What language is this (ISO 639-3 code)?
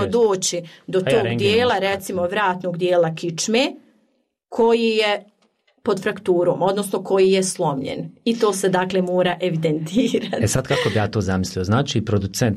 hrv